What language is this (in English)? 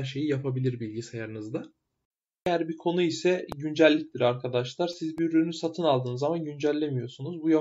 Turkish